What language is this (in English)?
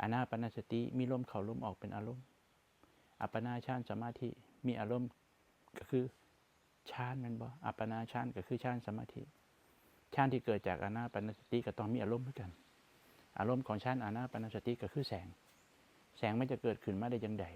Northeastern Thai